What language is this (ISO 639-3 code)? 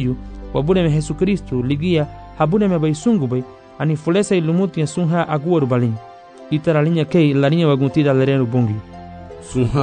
cab